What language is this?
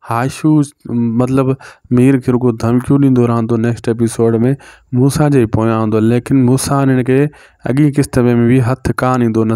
Sindhi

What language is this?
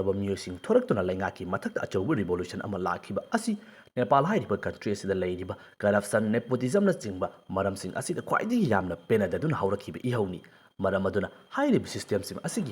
Manipuri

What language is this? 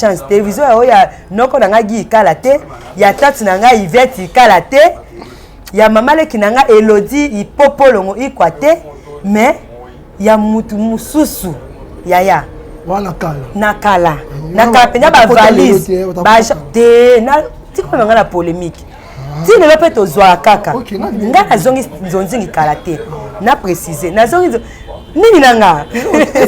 Lingala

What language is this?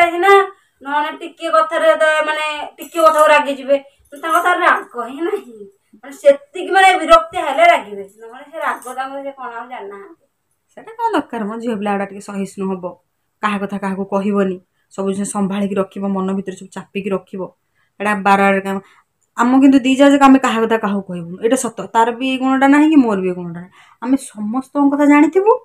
Odia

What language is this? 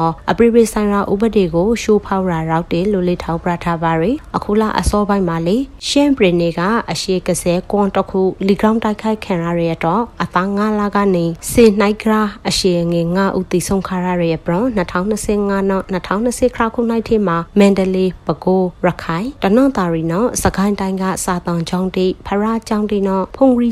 Burmese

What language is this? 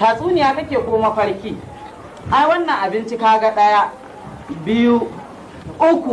Hausa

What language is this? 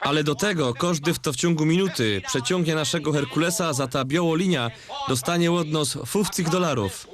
Silesian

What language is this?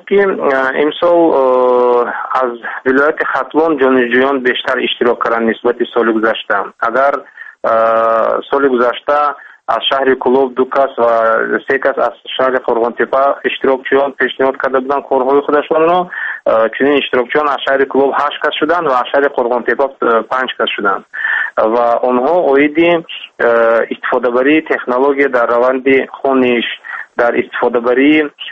Tajik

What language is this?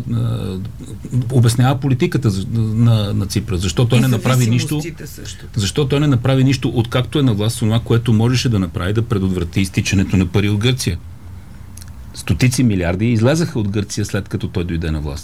Bulgarian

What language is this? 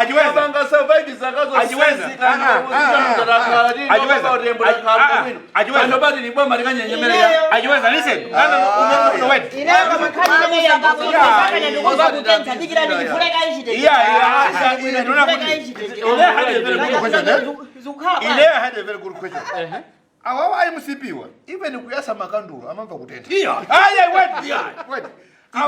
Nyanja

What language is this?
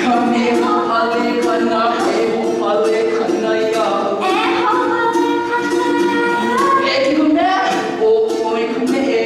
Hawaiian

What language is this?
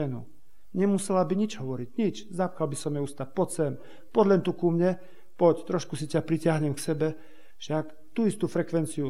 Slovak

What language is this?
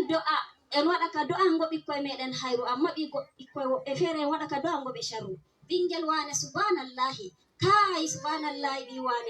Fula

